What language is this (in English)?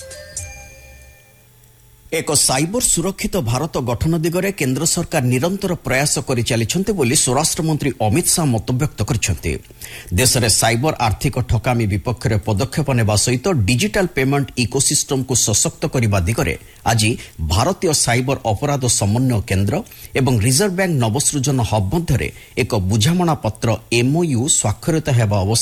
Odia